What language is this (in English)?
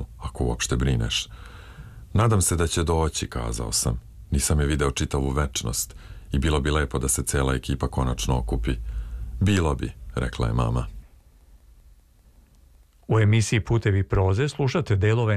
Serbian